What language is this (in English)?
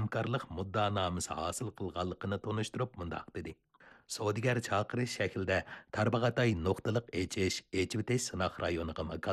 Uyghur